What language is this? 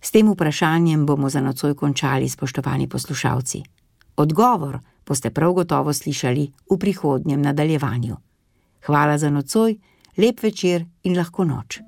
Slovenian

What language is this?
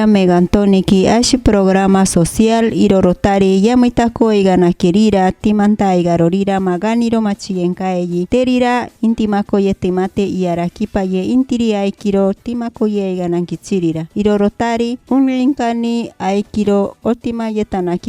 Machiguenga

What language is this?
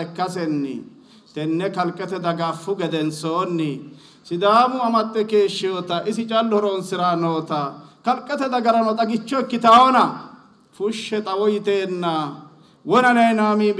Sidamo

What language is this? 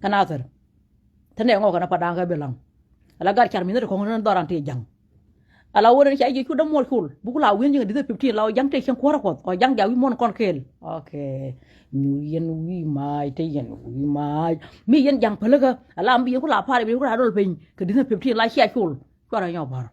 Nuer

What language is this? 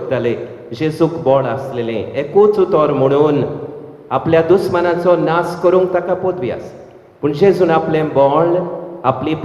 Konkani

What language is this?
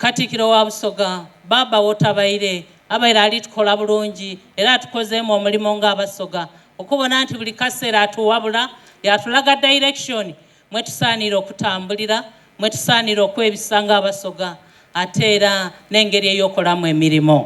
Soga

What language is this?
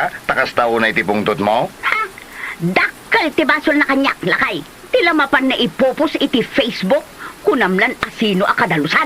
Iloko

